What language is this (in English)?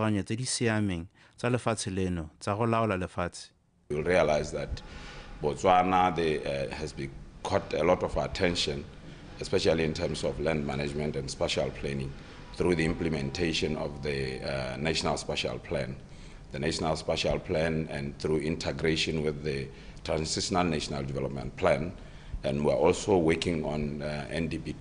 Tswana